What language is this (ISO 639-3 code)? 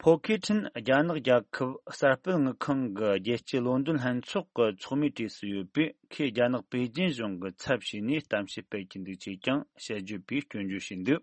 bod